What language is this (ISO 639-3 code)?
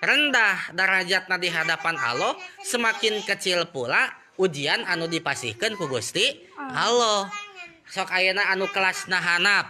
sun